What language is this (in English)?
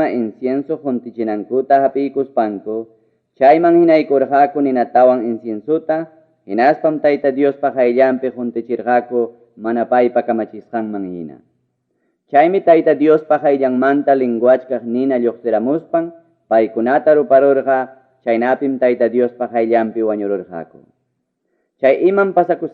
Ayacucho Quechua